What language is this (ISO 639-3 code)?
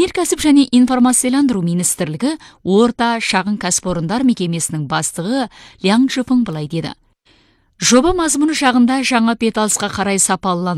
kaz